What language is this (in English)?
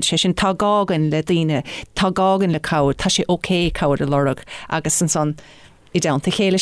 Irish